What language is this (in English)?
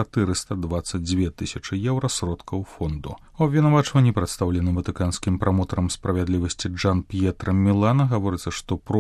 Belarusian